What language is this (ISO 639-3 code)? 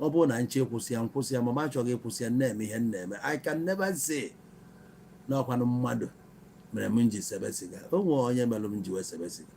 ibo